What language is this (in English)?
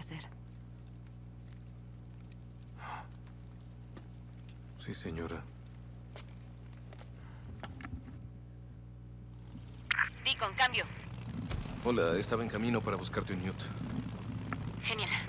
Spanish